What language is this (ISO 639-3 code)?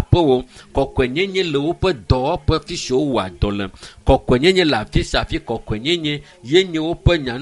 ewe